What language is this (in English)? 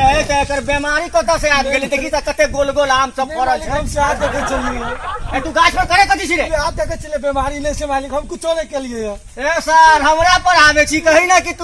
Maithili